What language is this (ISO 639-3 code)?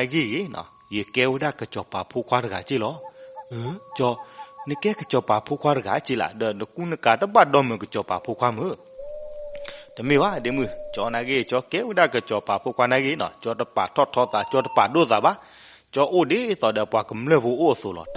ksw